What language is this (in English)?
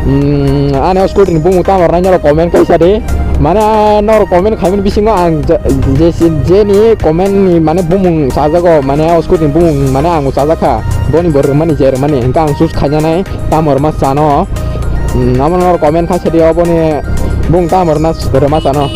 Kok Borok